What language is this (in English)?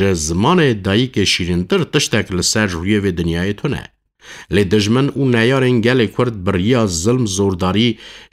Kurdish